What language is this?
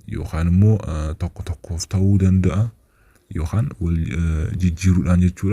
Oromo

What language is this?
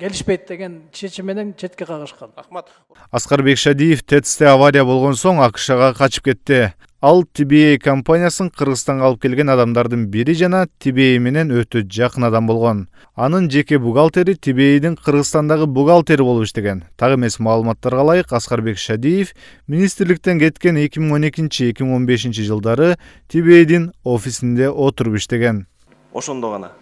Kyrgyz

